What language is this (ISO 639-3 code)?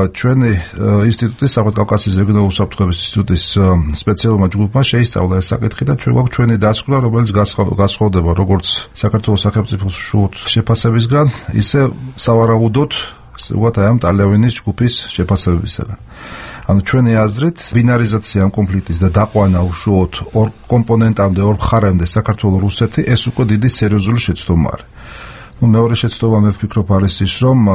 kat